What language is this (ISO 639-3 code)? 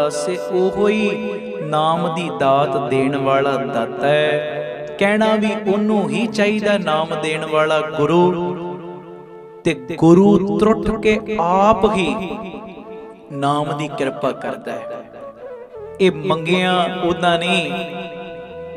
pan